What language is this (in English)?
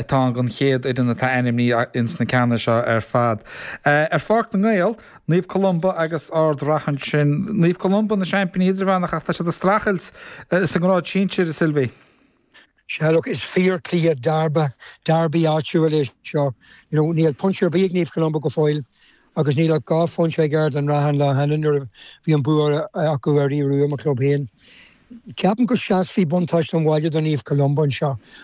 Irish